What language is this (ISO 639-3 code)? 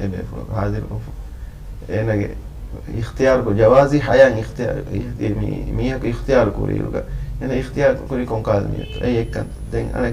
div